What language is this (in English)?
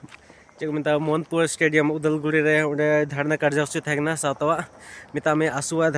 Santali